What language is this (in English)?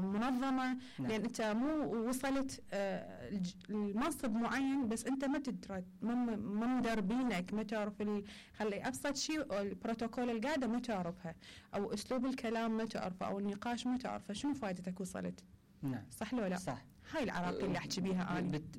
Mesopotamian Arabic